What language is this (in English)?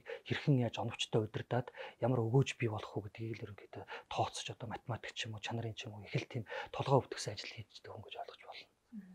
Mongolian